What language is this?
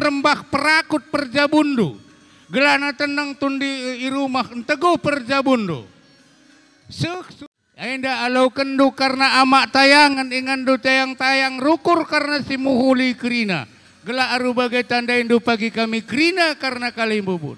Batak Karo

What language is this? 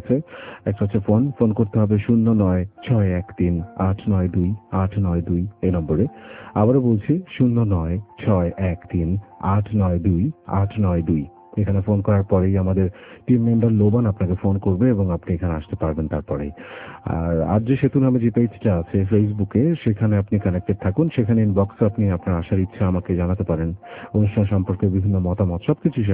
Bangla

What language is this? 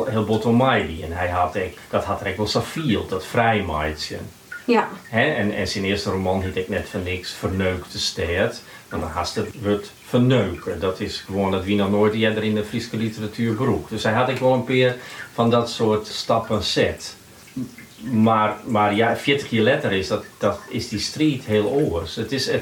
Western Frisian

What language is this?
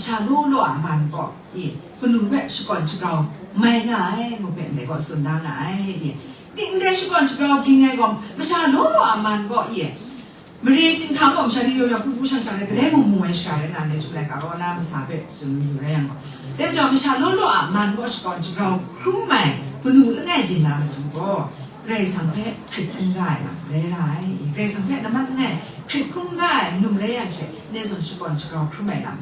Kachin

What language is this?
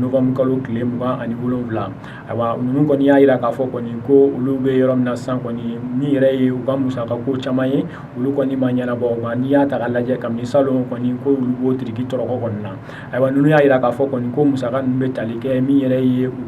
Bambara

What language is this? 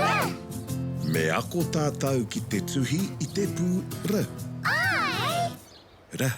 Māori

